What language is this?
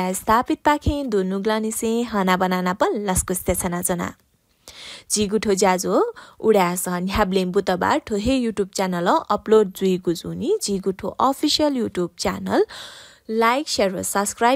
Newari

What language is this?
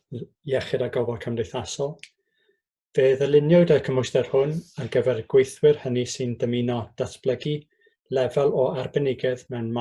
Welsh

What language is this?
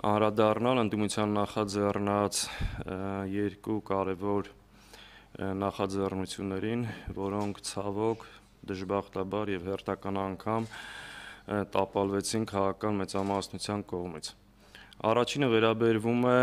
Armenian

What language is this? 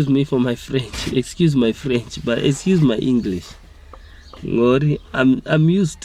Venda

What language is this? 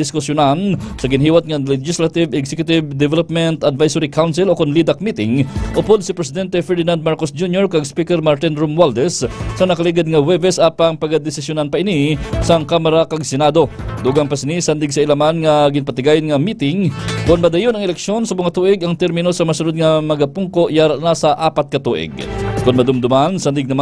Hiligaynon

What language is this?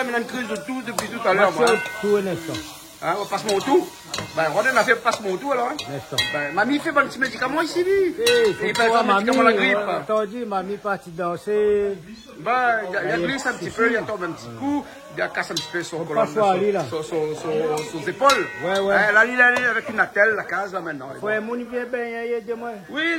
Réunion Creole French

